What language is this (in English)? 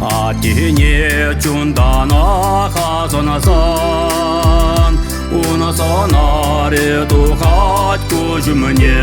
Chuvash